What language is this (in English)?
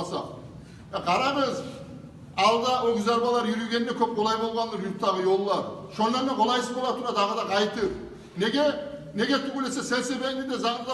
Kumyk